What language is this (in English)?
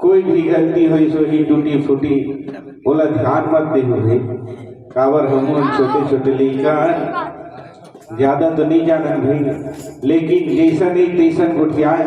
Chhattisgarhi